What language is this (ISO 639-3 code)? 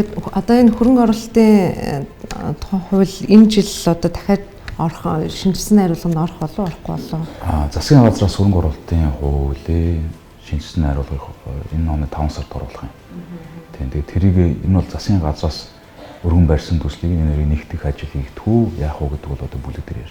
mon